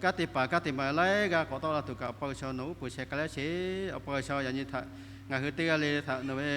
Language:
Lahu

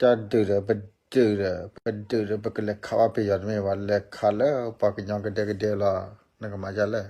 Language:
S'gaw Karen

